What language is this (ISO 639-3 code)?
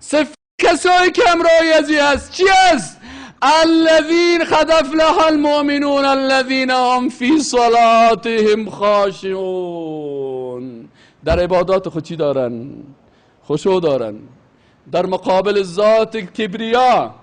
fas